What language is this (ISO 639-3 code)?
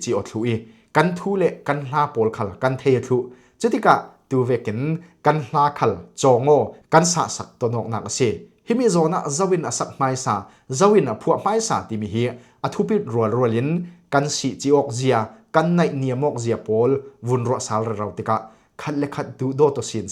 cfm